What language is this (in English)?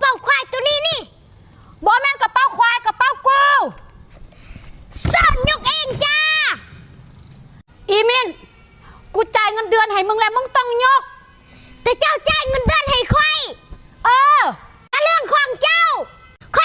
Lao